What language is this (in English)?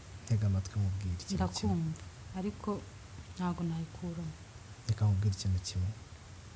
Kinyarwanda